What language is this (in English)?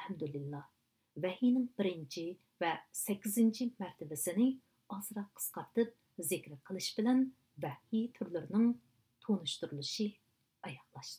Uyghur